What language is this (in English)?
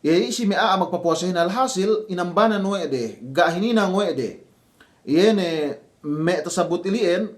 Yakan